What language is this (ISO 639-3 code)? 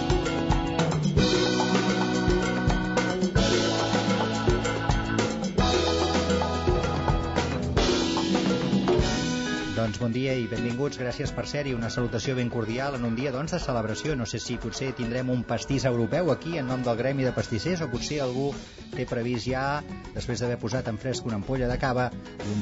cat